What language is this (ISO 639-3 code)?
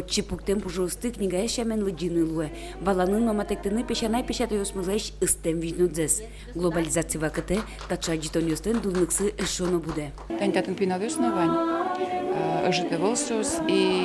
udm